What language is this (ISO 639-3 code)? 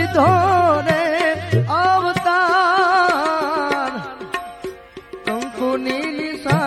guj